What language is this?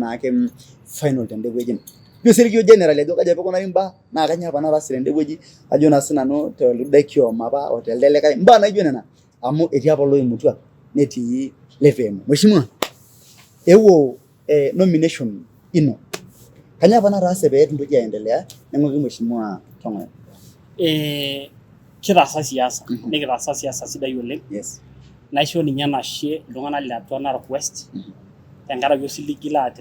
Masai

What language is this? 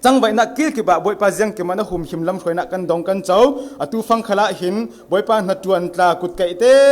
Falam Chin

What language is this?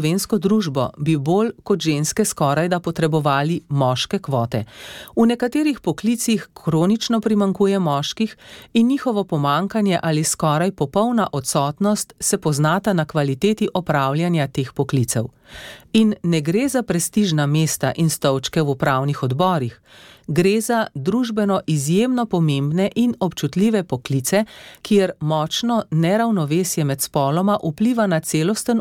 Slovenian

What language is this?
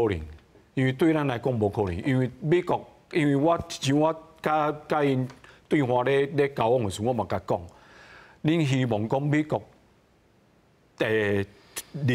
Min Nan Chinese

